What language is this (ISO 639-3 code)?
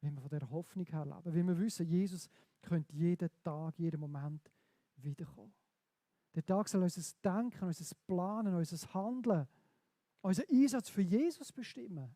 gsw